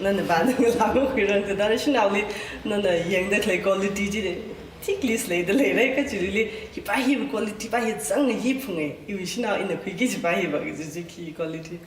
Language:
Tangkhul Naga (India)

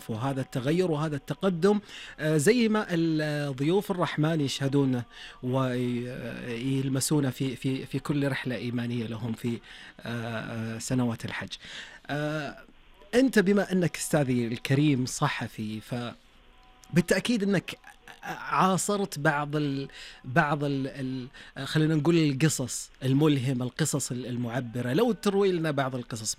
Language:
Najdi Arabic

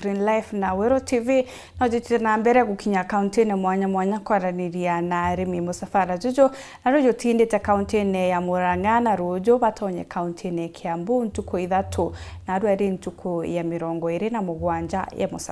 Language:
Meru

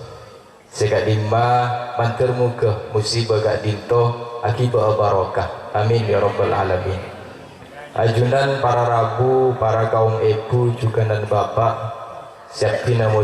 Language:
Madurese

